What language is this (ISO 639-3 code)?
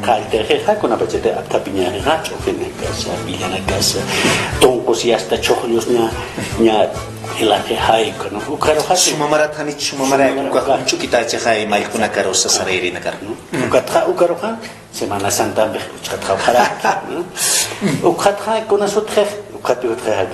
aym